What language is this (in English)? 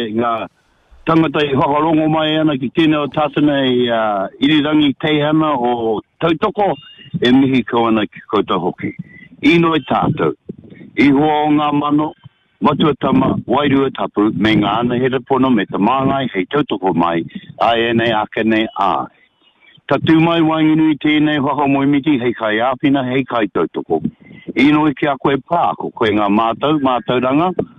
Māori